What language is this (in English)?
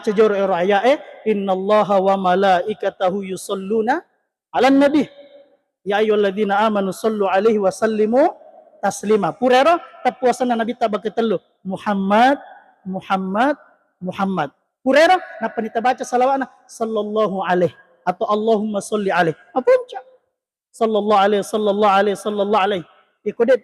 Buginese